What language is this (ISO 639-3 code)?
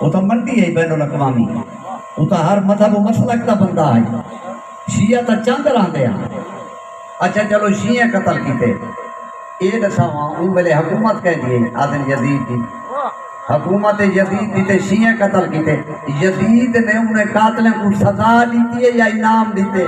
skr